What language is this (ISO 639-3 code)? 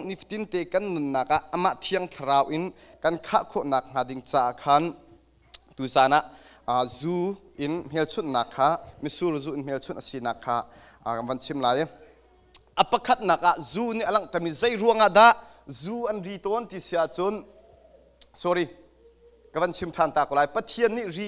cnh